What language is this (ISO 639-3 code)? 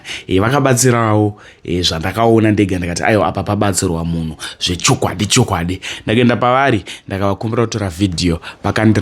sna